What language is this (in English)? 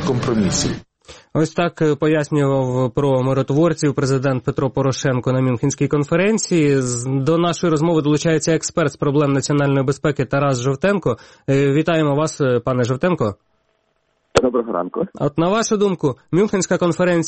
Ukrainian